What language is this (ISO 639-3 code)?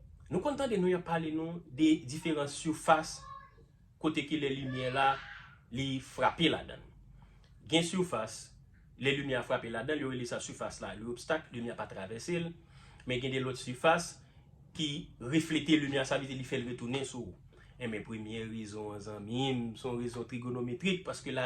hat